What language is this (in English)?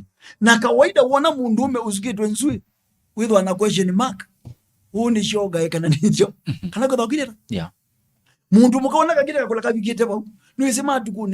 Kamba